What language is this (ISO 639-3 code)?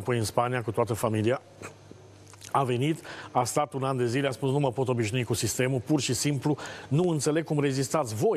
ron